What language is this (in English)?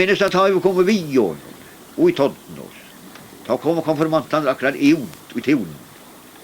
Faroese